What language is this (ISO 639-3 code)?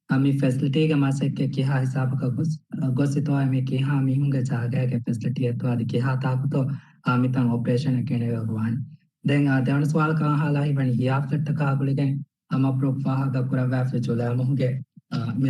div